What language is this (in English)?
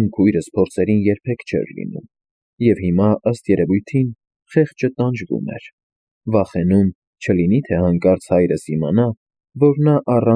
Armenian